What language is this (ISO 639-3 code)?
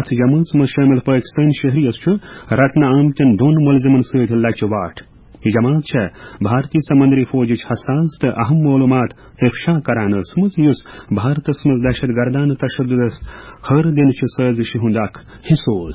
kas